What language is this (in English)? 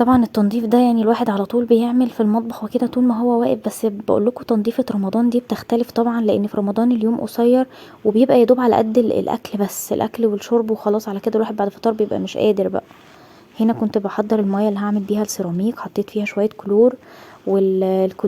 Egyptian Arabic